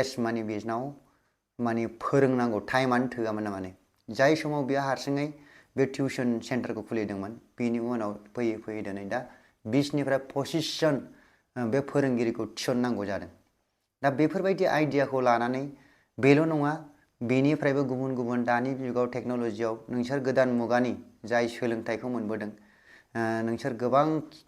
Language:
Bodo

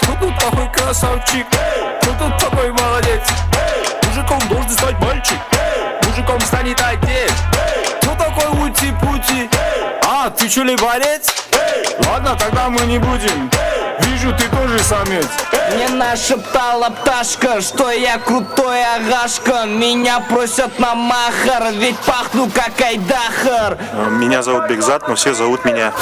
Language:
Kara-Kalpak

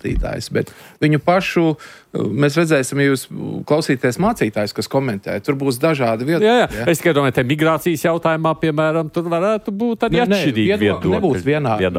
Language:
Latvian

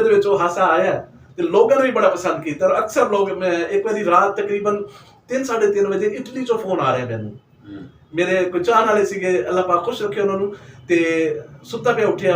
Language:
Saraiki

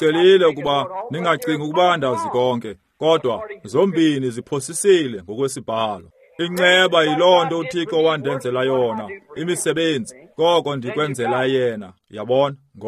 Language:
Xhosa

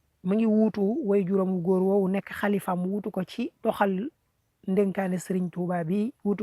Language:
Wolof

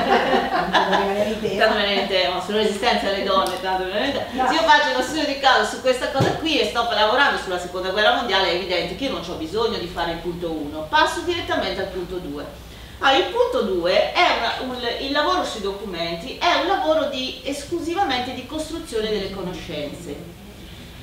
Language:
Italian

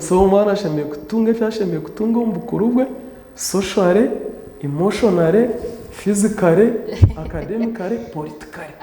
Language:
Nyankole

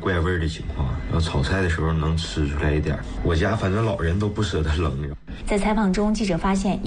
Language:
Chinese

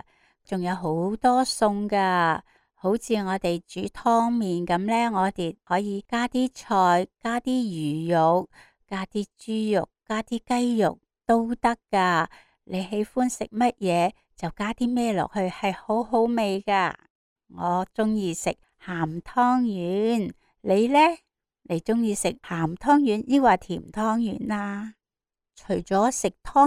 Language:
Cantonese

